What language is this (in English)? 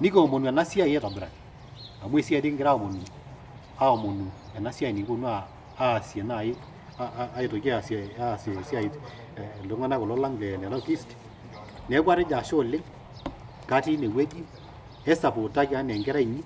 Masai